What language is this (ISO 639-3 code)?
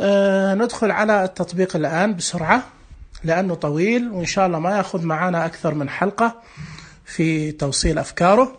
ars